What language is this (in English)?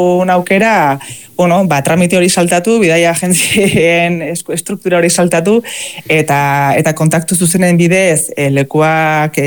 Basque